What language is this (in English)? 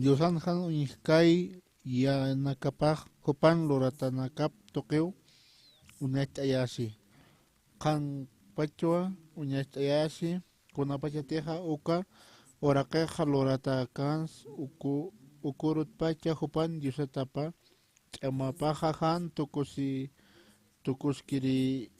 Aymara